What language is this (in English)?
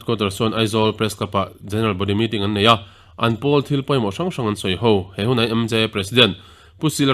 Mizo